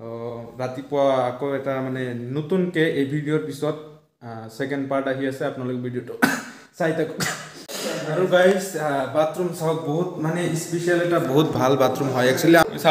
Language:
Assamese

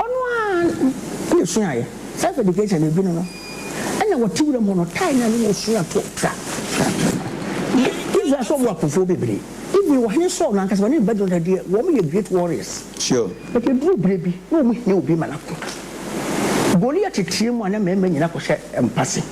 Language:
Akan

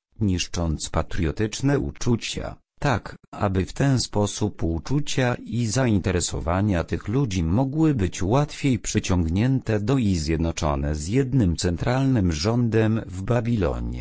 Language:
Polish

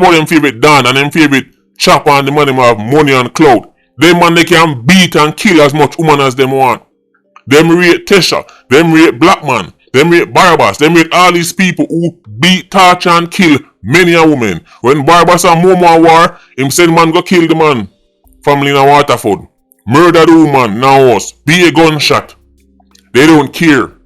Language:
Jamaican Creole English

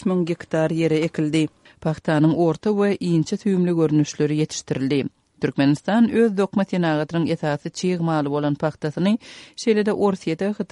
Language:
Turkmen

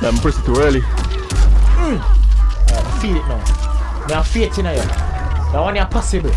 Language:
Jamaican Creole English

